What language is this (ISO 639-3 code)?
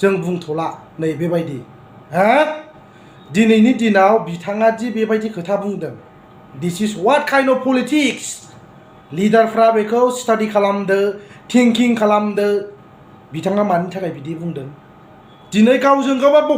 brx